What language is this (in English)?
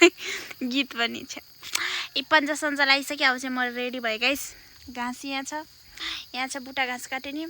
Nepali